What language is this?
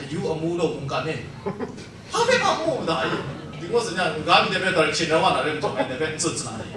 Kachin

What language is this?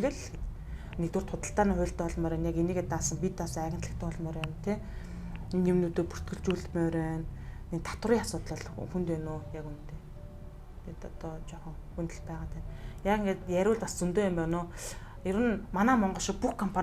Mongolian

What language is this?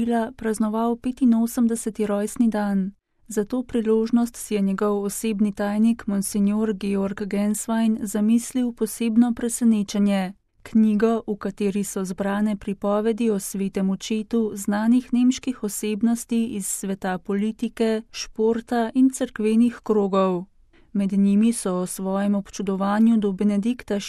Slovenian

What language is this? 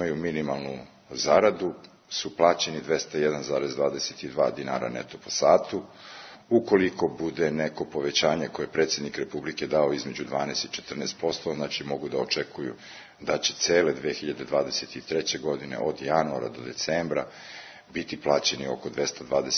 Serbian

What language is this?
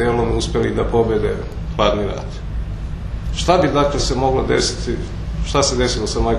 Serbian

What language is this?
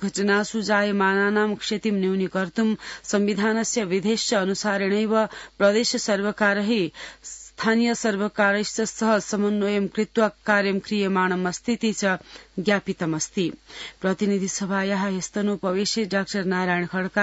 Sanskrit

